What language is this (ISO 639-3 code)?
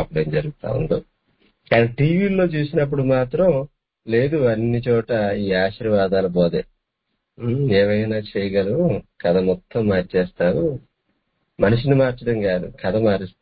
tel